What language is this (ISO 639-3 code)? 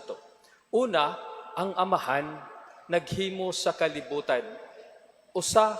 ceb